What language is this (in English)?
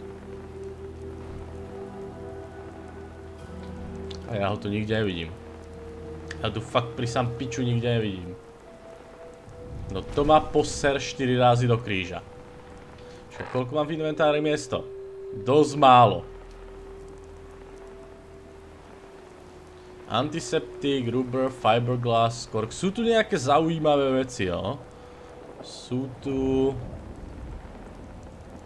Slovak